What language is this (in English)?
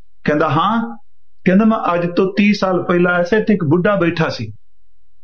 Punjabi